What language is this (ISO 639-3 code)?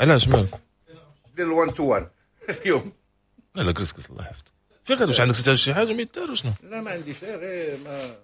ary